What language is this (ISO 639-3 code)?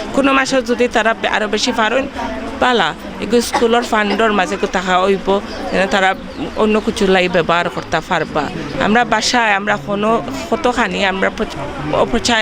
syl